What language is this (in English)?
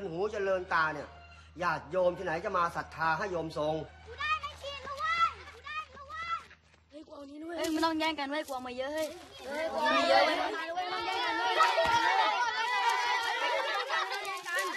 Thai